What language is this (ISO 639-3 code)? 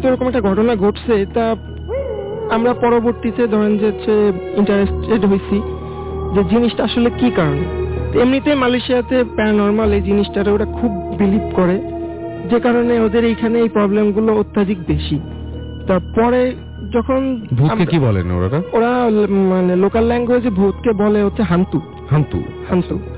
ben